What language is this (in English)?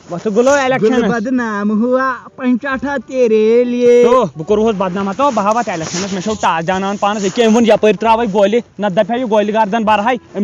Kashmiri